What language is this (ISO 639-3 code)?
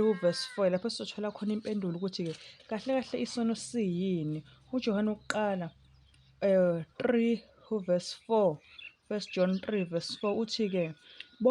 zul